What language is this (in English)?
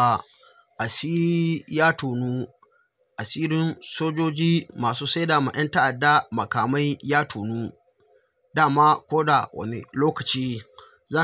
Hausa